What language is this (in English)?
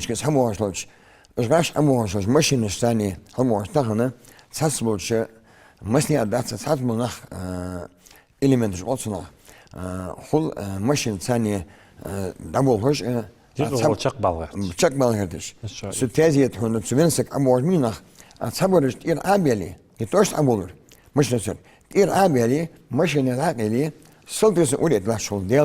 Ingush